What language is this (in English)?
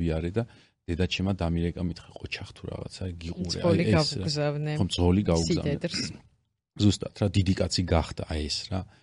Georgian